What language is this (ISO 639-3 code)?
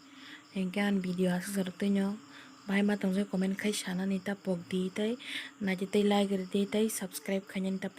trp